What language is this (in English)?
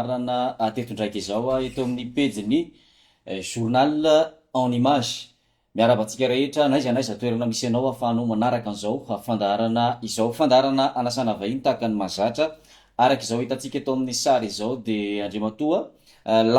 Malagasy